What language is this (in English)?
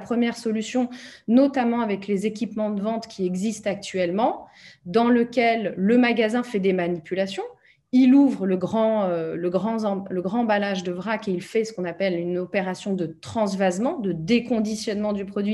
French